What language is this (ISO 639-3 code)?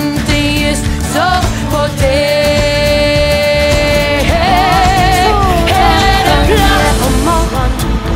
nor